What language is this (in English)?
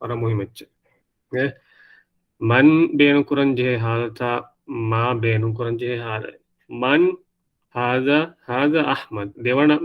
Divehi